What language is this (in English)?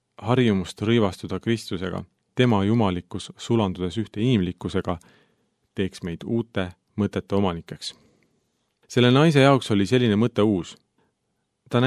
Estonian